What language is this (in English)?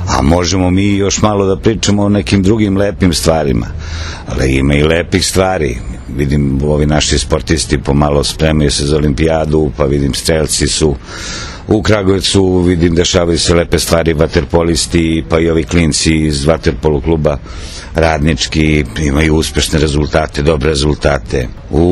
Serbian